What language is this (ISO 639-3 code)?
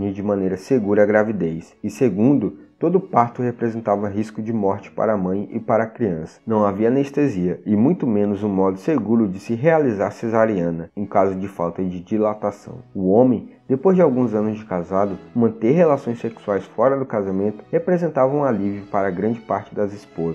por